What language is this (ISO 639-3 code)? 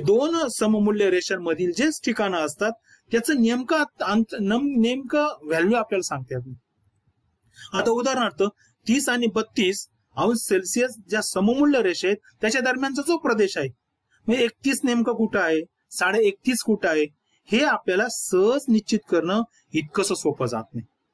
mar